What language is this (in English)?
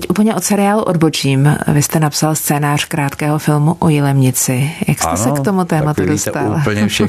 Czech